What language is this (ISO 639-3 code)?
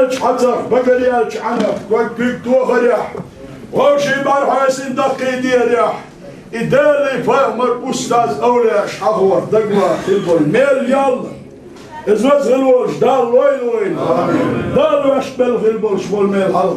che